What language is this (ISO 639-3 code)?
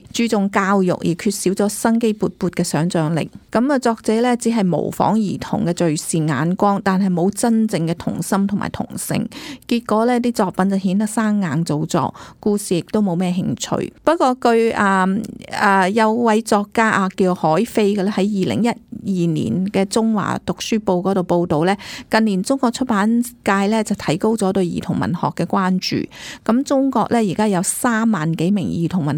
yue